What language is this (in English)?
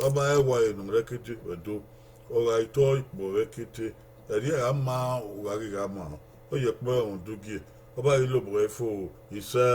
Bini